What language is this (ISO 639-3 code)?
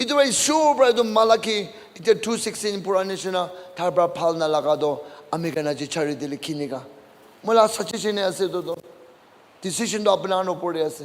nag